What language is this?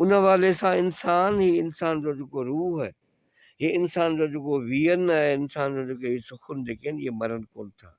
Sindhi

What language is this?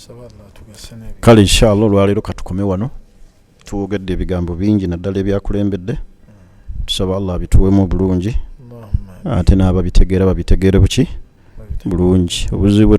Ganda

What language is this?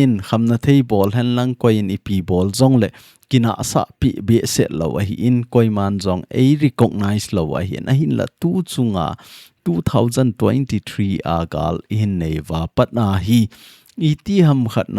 Thado Chin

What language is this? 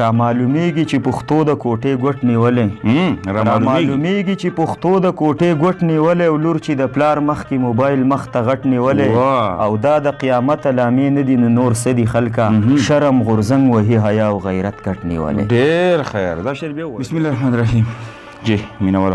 Pashto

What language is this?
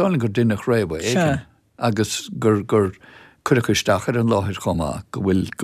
Irish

